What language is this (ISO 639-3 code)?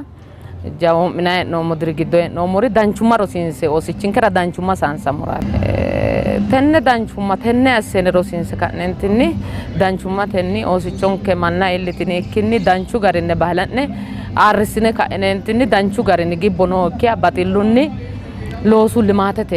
sid